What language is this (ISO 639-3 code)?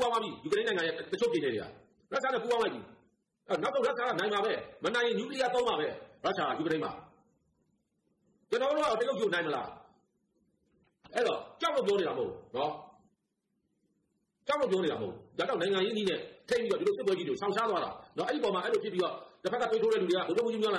mya